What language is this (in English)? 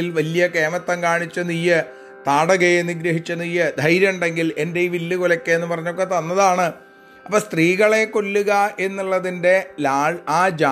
Malayalam